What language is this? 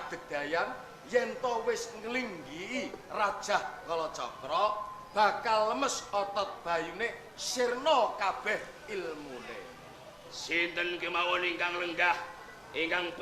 Javanese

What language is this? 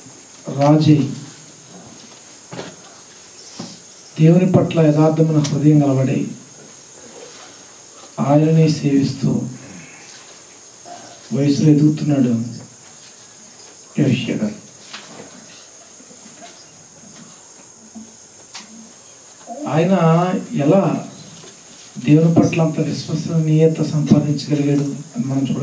Telugu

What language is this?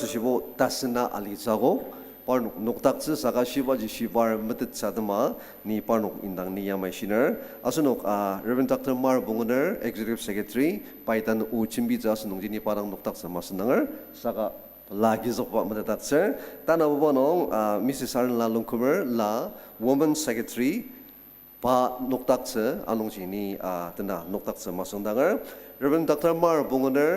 Ao Naga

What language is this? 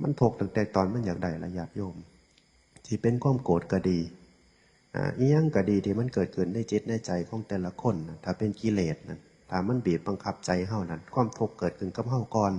Northeastern Thai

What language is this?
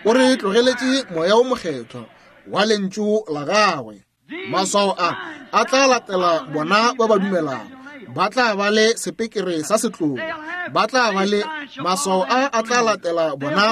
Northern Sotho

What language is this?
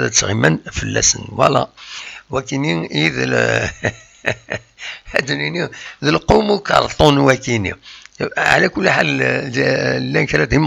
Kabyle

